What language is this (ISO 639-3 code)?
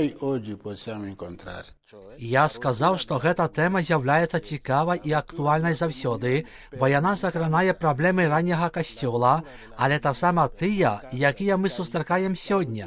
bel